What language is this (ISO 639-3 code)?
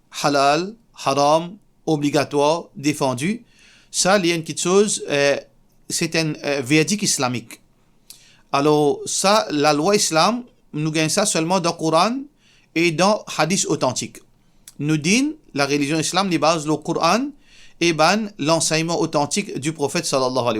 mfe